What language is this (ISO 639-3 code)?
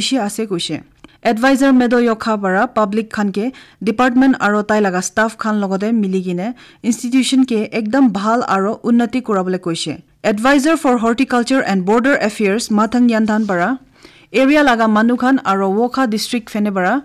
nag